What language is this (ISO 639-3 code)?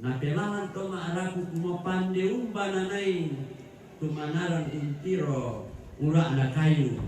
sda